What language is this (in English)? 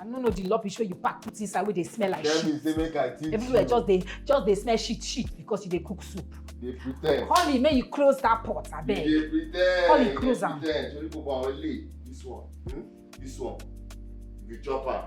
Nigerian Pidgin